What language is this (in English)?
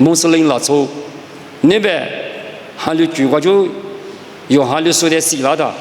Lisu